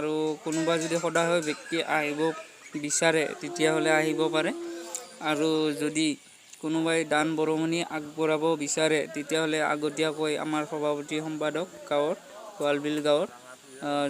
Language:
Assamese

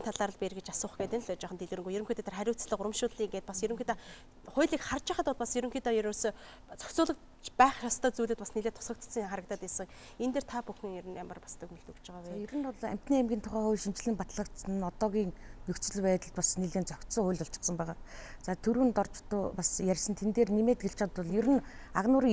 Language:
Mongolian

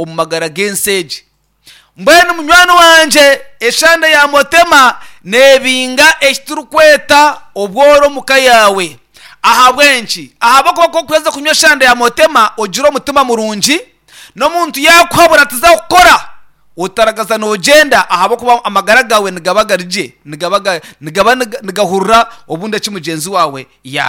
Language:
Nyankole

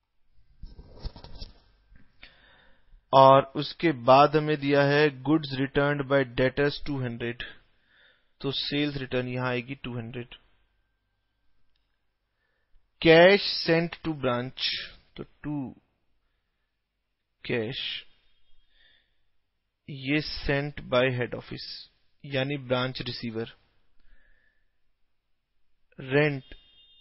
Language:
Hindi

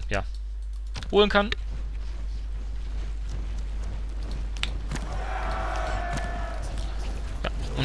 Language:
German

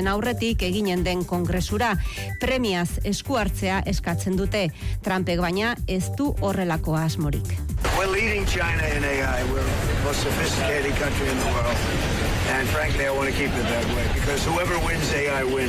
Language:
Basque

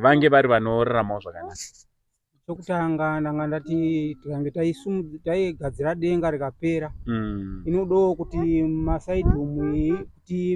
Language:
Shona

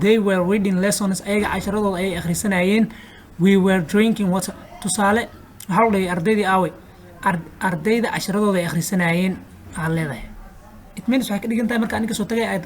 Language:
Somali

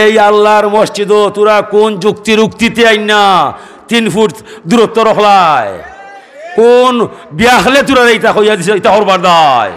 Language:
Sylheti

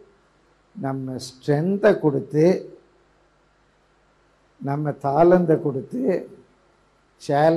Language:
Tamil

